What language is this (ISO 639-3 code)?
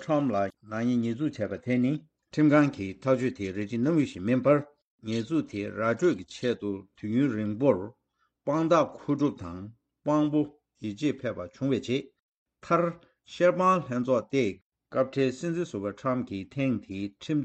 bod